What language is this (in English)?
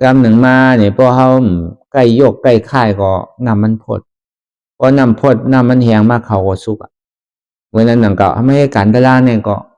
Shan